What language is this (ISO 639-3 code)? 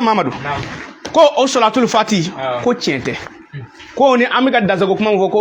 bam